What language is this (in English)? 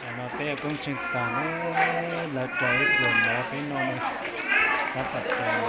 Hmong